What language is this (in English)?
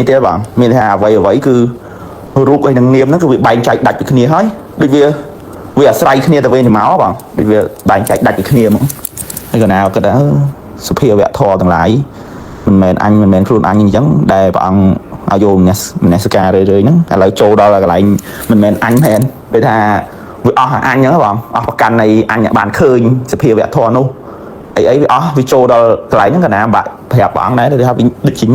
Khmer